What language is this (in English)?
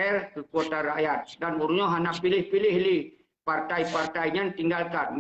Achinese